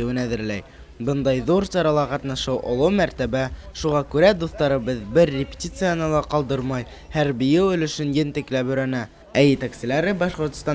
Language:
Bashkir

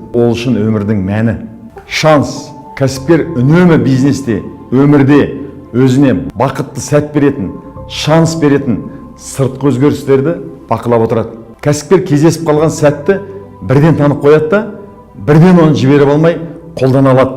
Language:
Kazakh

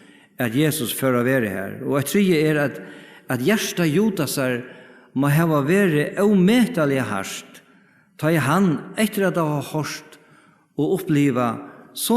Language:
Faroese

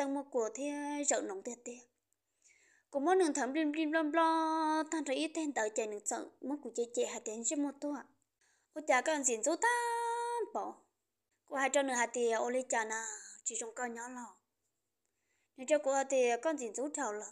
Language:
Vietnamese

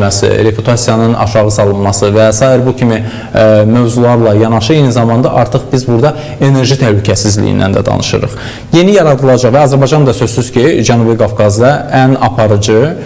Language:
Azerbaijani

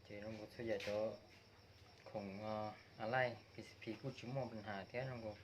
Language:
Hmong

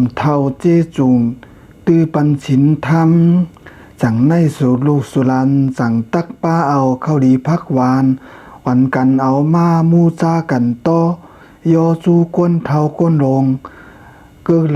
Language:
Shan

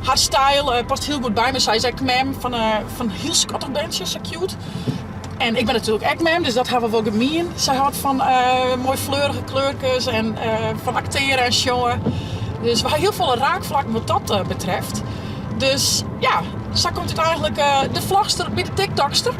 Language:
Western Frisian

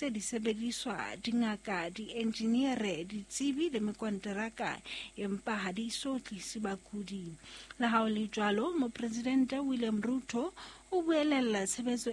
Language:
Southern Sotho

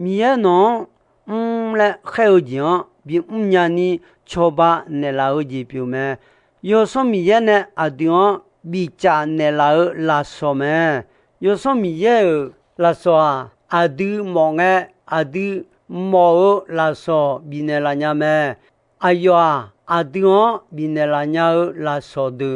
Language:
Akha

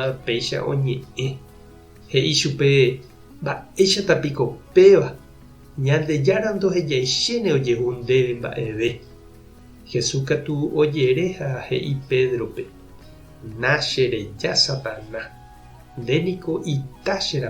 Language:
Guarani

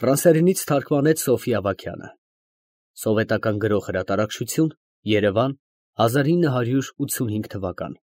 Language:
Armenian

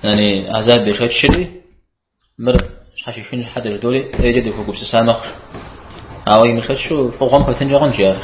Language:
Kabardian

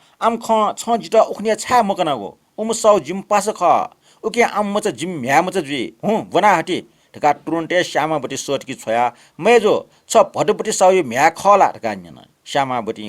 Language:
Newari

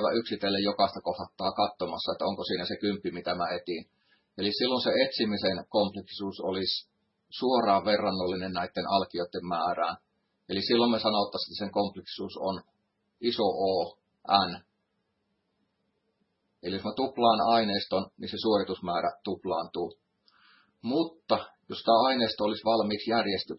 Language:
Finnish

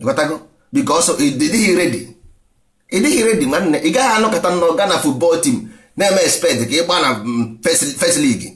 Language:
Igbo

